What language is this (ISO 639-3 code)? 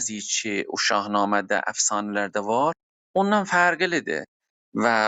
azb